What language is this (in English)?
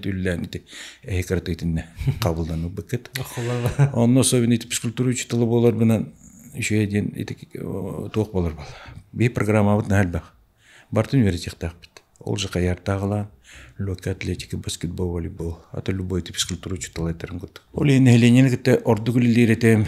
Yakut